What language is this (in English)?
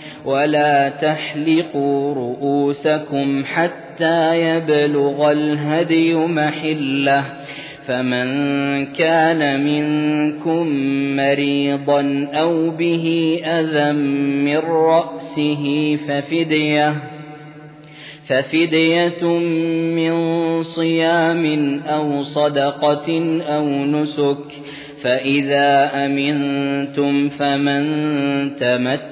Arabic